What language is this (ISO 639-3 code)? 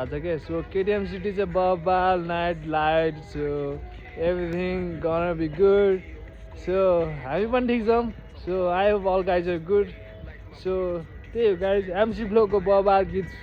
nep